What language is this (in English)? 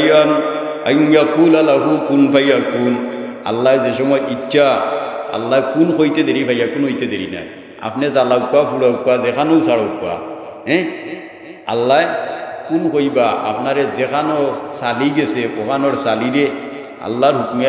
Sylheti